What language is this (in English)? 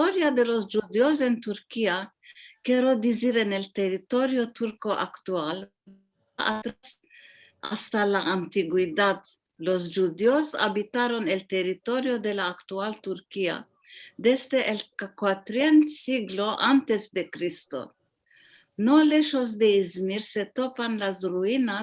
Ladino